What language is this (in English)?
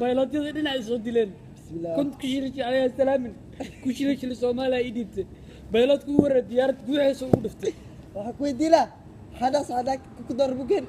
Somali